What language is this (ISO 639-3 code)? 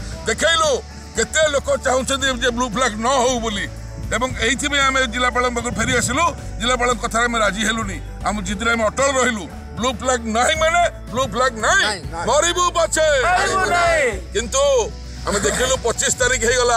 ori